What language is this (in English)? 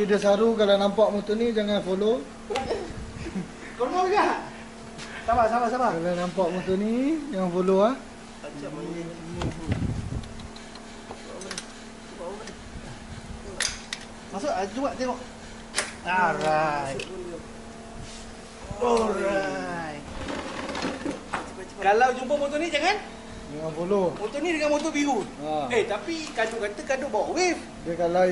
Malay